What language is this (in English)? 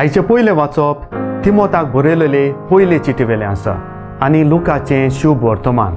Konkani